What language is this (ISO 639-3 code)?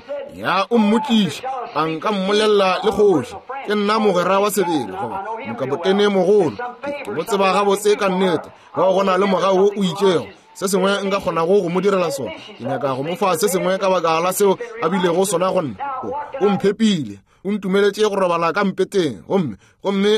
nso